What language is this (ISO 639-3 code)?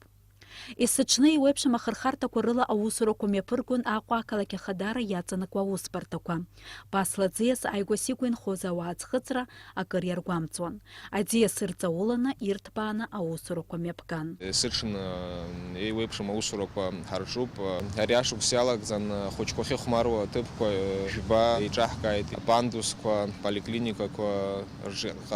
abk